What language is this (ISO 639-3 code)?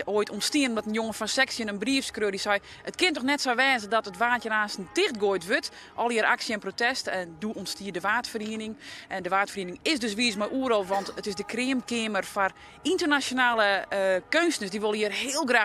fry